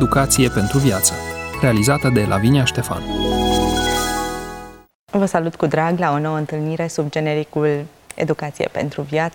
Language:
Romanian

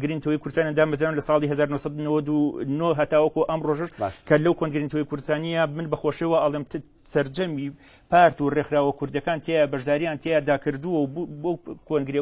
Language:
Central Kurdish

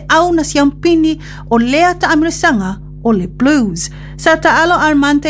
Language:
Samoan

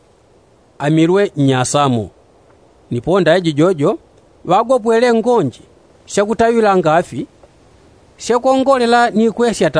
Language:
Yao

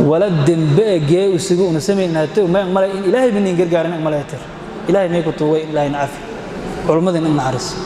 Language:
Somali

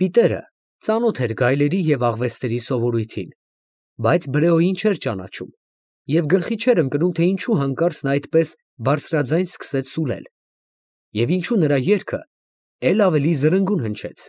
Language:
Armenian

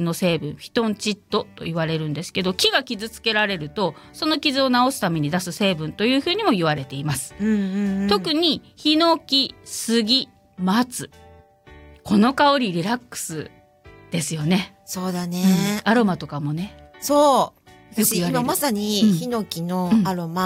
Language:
Japanese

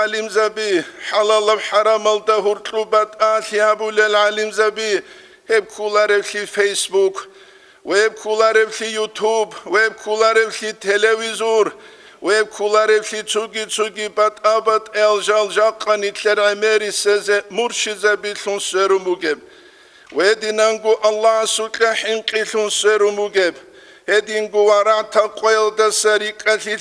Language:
Avaric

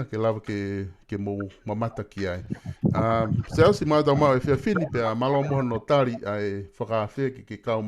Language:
Tongan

